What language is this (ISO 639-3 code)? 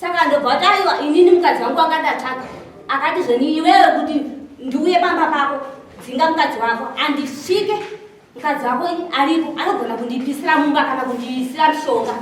sna